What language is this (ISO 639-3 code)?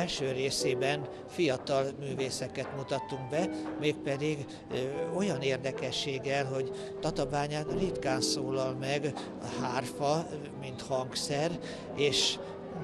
hun